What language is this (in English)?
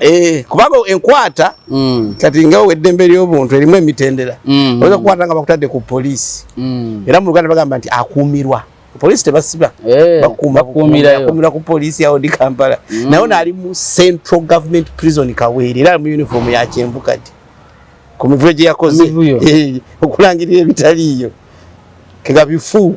Ganda